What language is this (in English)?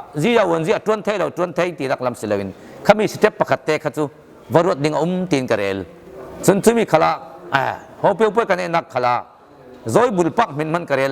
Falam Chin